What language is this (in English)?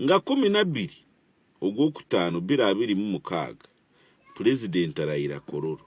Ganda